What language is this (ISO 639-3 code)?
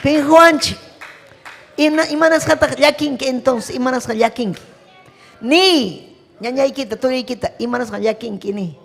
quy